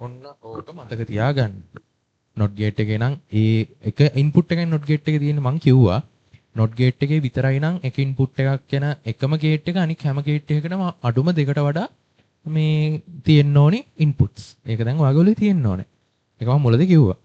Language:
Sinhala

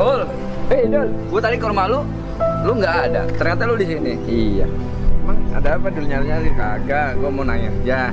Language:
Betawi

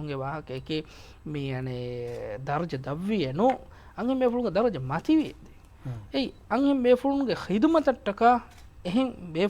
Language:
Divehi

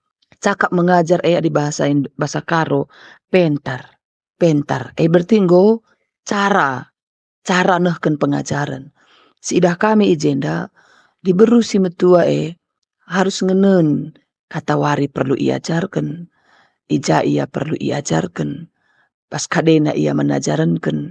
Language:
Batak Karo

